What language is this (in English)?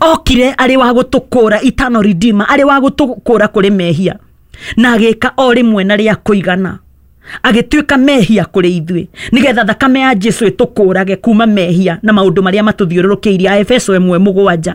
Kikuyu